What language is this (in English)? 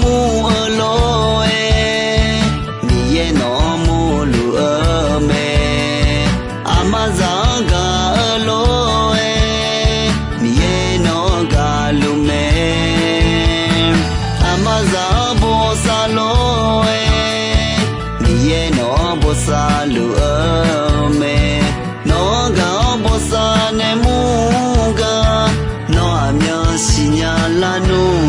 Akha